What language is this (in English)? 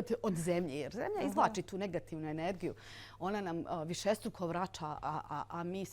Bosnian